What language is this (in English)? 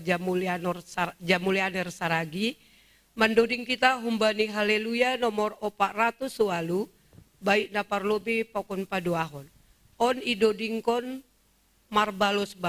Batak Simalungun